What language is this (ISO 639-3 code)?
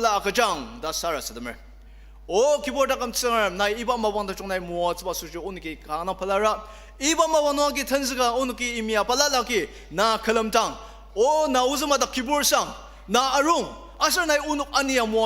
njo